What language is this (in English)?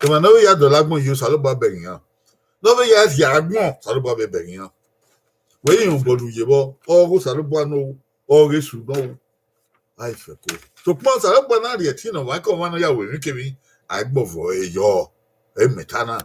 Bini